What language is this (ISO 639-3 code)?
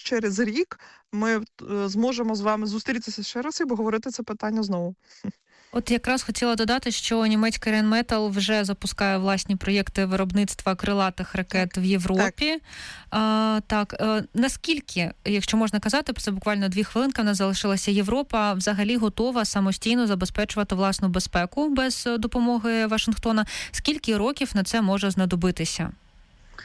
ukr